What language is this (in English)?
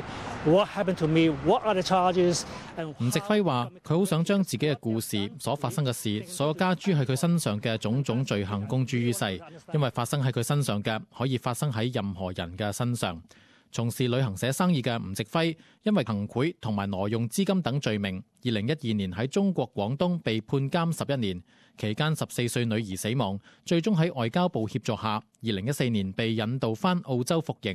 Cantonese